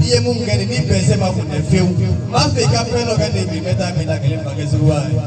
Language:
Bambara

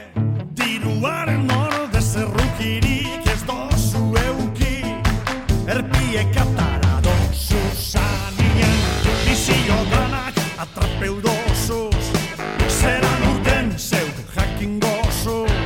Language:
Basque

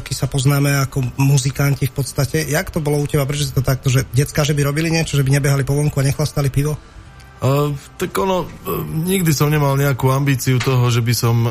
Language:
Slovak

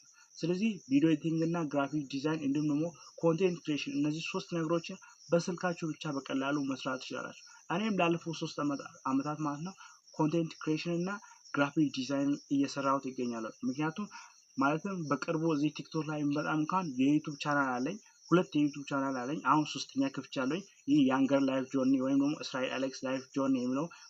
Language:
Amharic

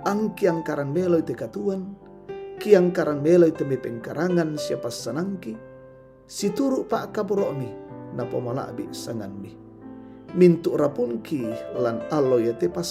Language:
Toraja-Sa'dan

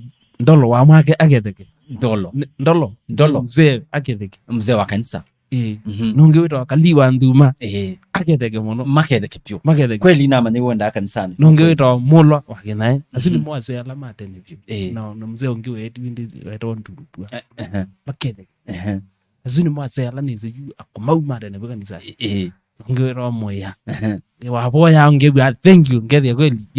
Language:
Kamba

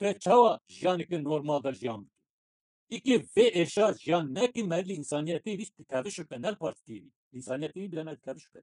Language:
Kurdish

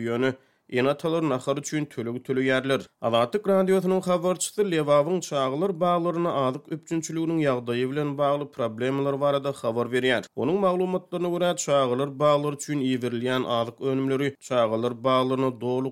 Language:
Turkmen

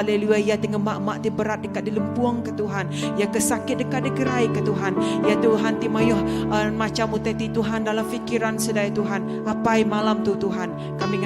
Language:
Iban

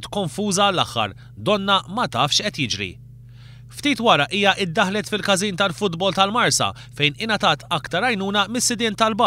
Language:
Maltese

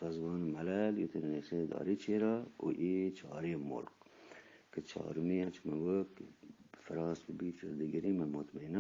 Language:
Eastern Balochi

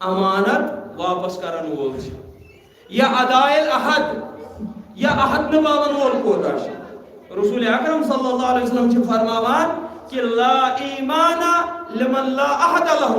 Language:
Kashmiri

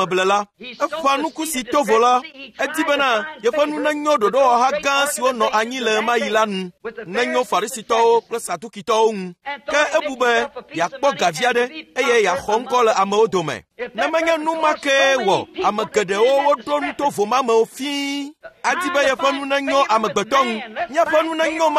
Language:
Ewe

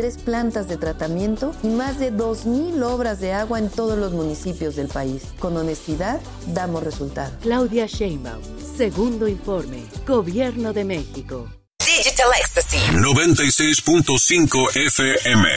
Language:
Spanish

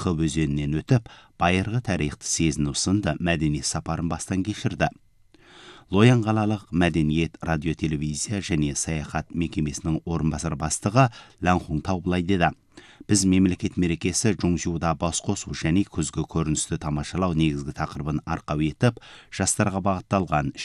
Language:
Kazakh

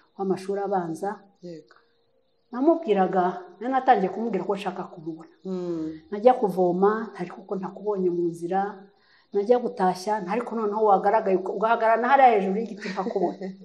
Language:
Kinyarwanda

